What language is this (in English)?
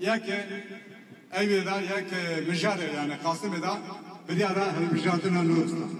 Kurdish